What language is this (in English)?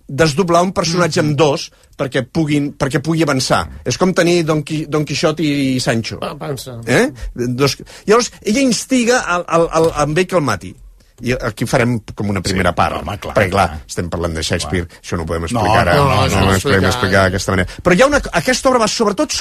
Catalan